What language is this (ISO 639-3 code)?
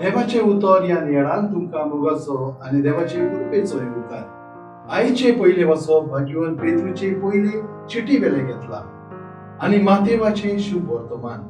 kok